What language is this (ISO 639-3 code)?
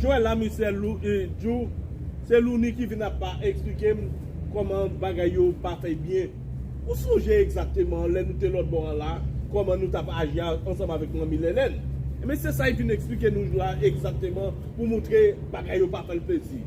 hat